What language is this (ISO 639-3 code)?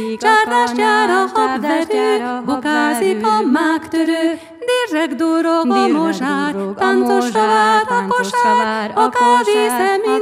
hun